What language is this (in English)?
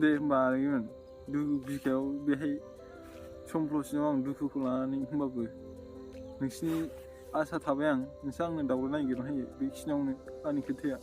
Bodo